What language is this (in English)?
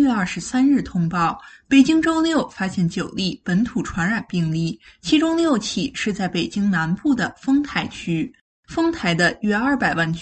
Chinese